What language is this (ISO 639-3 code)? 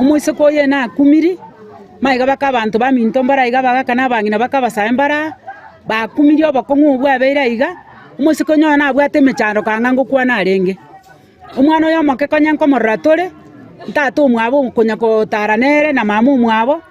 guz